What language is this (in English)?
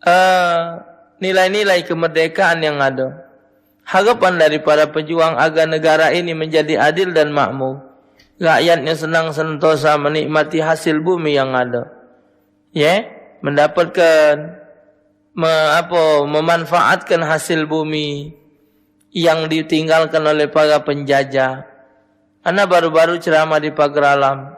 Musi